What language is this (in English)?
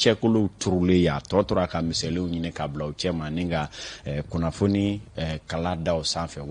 Bambara